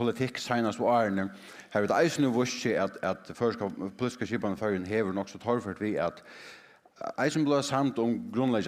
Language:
Faroese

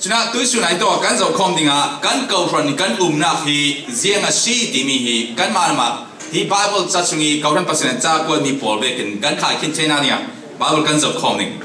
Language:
Falam Chin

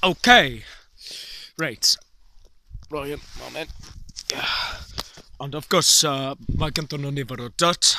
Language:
Welsh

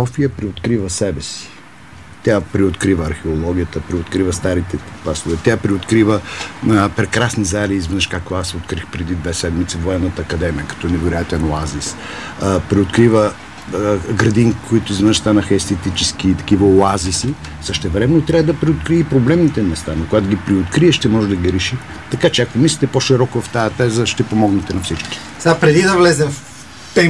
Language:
Bulgarian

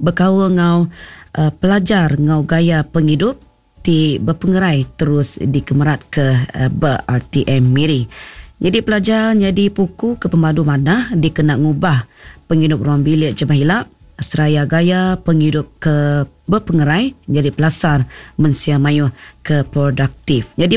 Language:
Iban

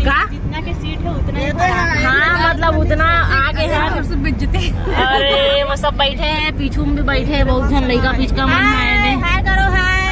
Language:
Chhattisgarhi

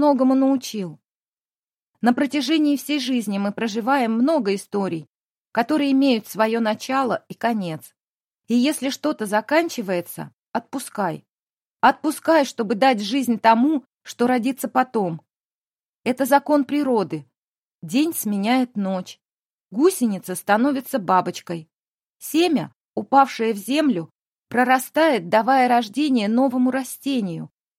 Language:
Russian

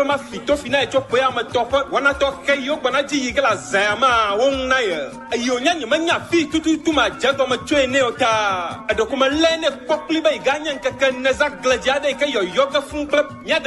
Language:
Ewe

